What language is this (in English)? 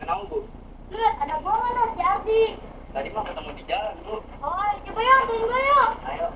Betawi